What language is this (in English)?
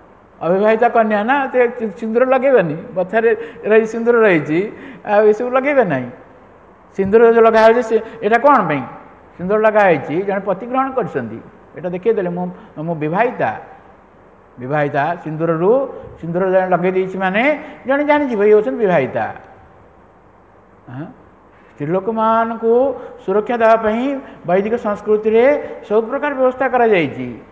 Odia